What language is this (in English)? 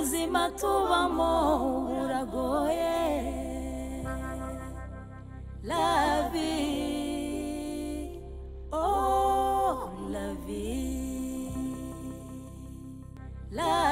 Kinyarwanda